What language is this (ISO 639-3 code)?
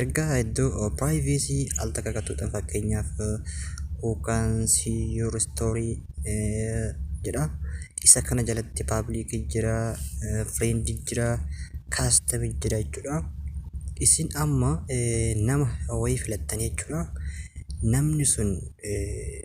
orm